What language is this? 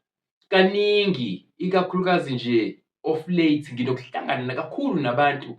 Zulu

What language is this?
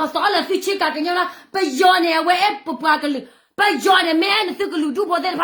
S'gaw Karen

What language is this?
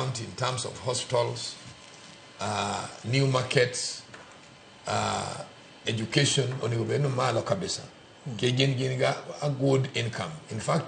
Luo (Kenya and Tanzania)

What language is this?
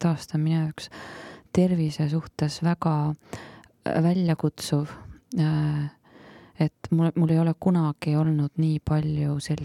Estonian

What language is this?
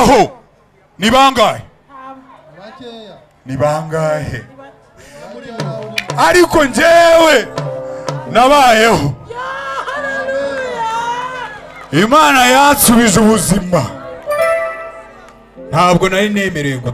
Kinyarwanda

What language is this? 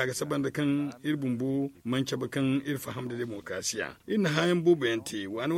Zarma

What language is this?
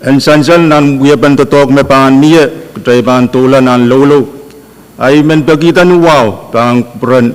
Pohnpeian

